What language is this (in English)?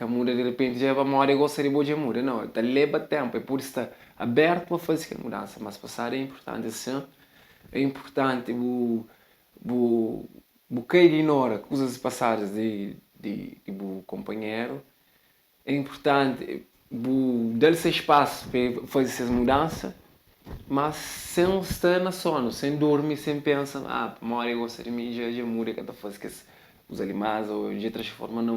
Kabuverdianu